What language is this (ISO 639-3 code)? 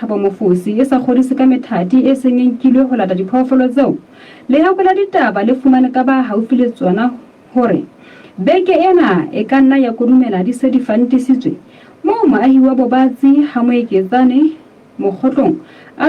sot